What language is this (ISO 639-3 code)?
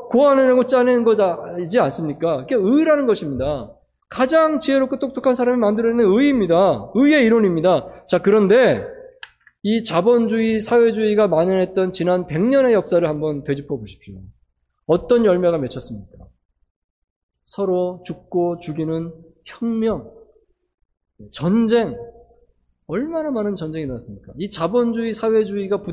kor